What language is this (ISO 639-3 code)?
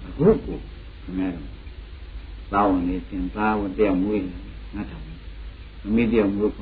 mya